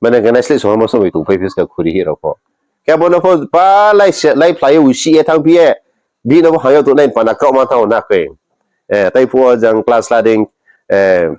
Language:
Riang (India)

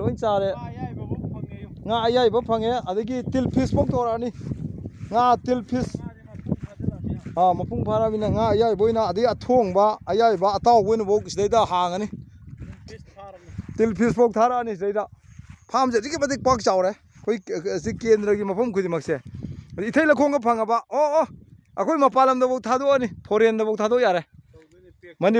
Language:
Manipuri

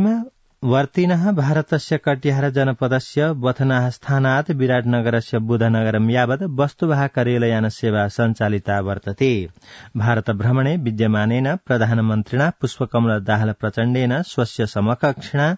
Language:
Sanskrit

